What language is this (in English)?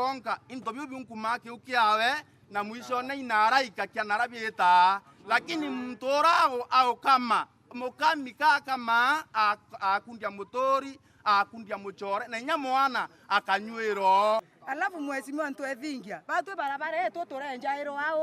Meru